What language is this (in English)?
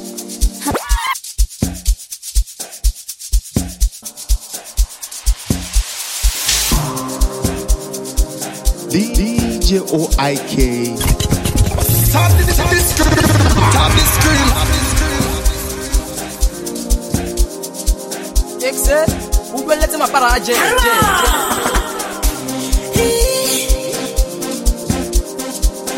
English